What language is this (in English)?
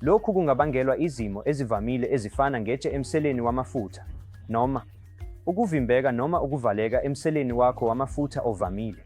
Zulu